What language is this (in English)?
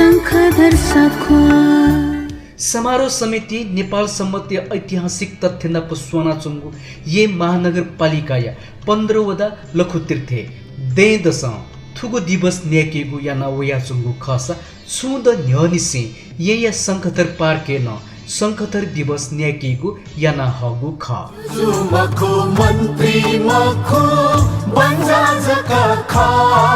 Newari